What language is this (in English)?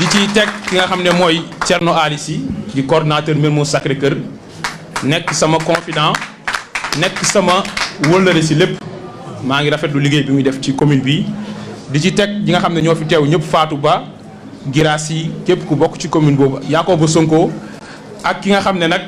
Wolof